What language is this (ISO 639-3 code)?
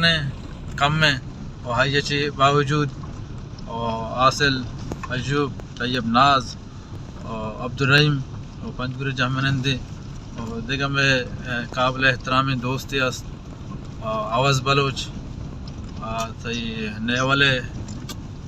bal